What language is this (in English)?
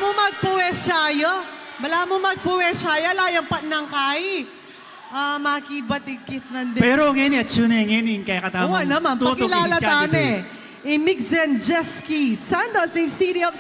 Pampanga